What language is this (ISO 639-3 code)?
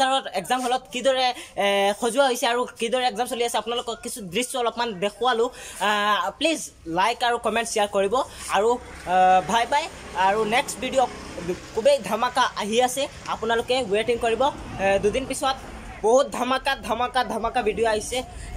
asm